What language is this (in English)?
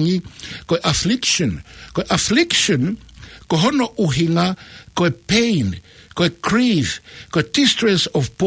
Tongan